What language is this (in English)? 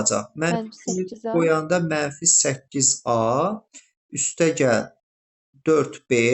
Azerbaijani